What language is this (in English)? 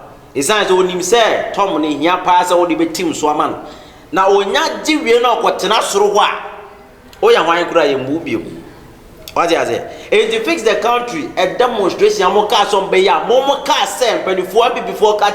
Akan